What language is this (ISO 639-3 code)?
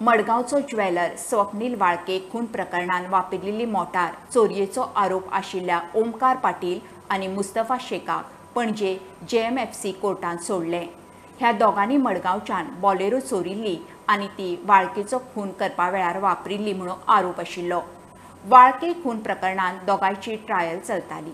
kok